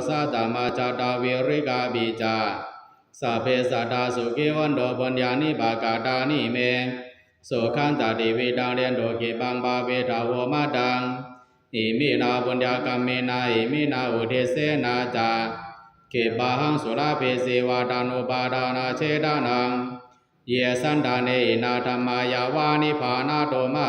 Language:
Pali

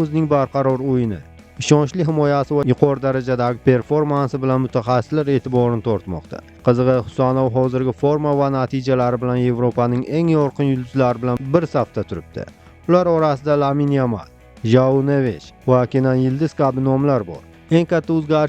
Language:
Uzbek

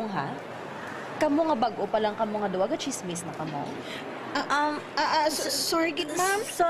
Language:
Hiligaynon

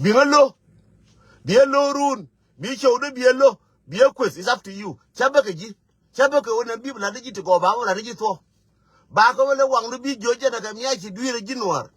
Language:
Nuer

